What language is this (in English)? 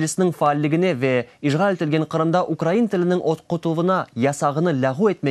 Crimean Tatar